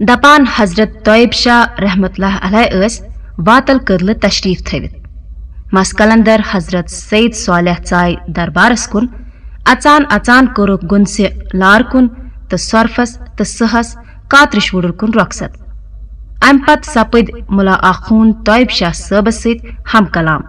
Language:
Kashmiri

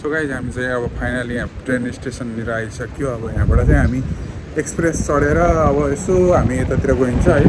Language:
Nepali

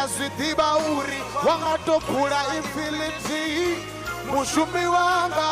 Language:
Venda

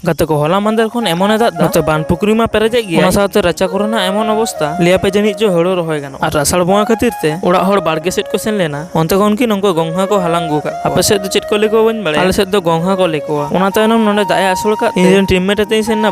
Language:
Santali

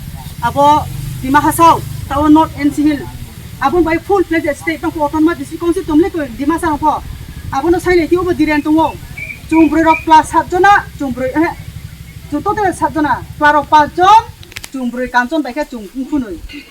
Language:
Riang (India)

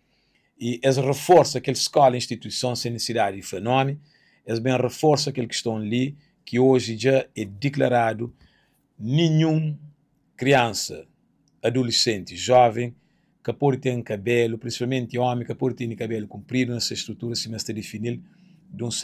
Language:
Kabuverdianu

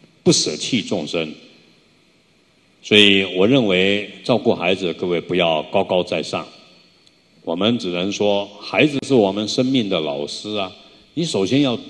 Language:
Chinese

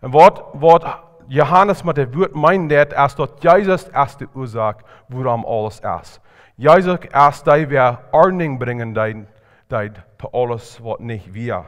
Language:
Plautdietsch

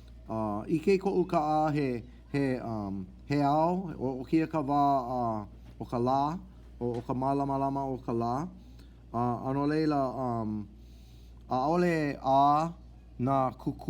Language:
Hawaiian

